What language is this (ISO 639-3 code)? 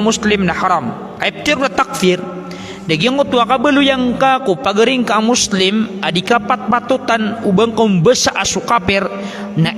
mrw